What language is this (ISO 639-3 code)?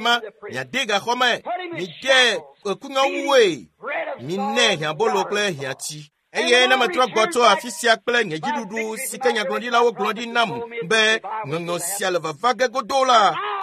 ewe